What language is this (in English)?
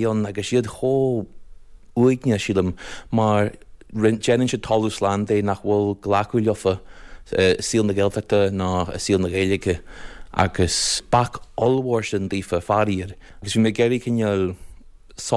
Irish